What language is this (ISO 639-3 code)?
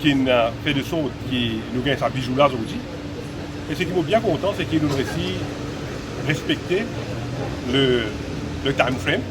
mfe